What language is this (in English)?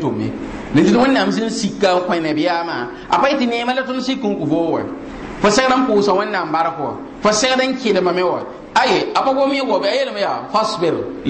Mossi